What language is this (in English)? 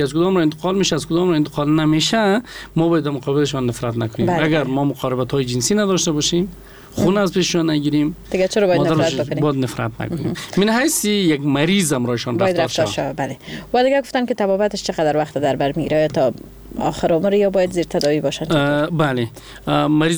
Persian